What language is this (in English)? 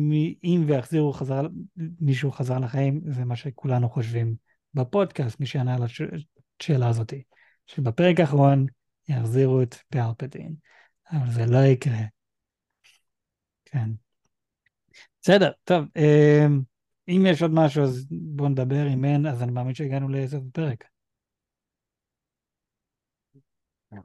Hebrew